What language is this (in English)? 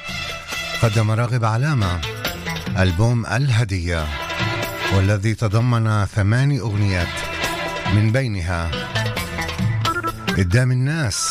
Arabic